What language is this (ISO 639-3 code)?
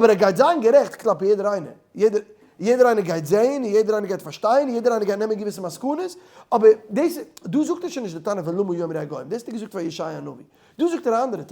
yid